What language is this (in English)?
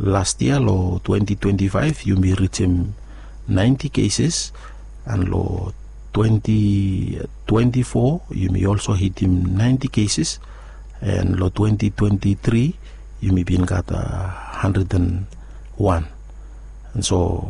Bislama